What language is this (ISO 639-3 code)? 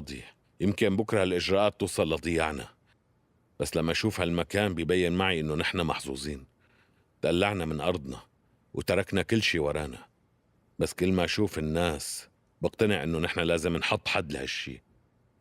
apc